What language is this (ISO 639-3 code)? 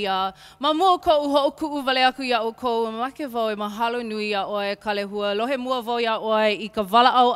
haw